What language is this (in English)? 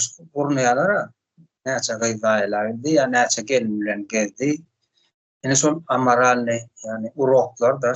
Turkmen